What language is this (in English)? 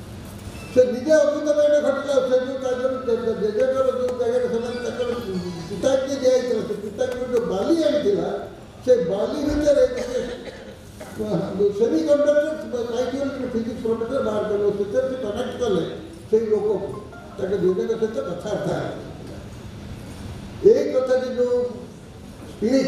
Odia